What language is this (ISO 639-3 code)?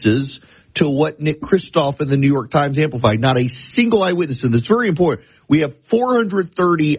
eng